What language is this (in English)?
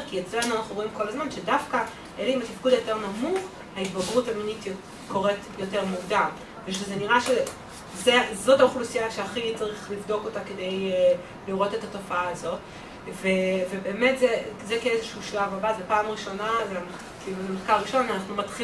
Hebrew